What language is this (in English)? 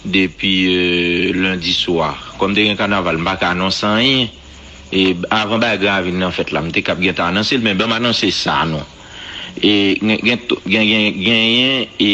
Haitian Creole